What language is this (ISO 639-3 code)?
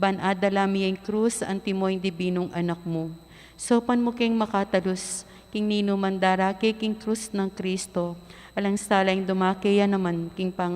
pam